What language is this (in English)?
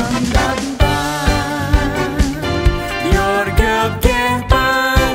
Central Mnong